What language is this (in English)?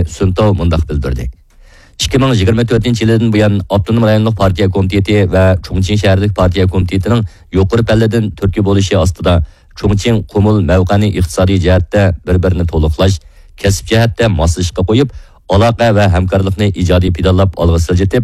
Uyghur